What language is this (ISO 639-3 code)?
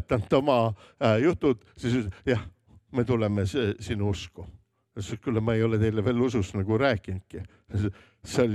est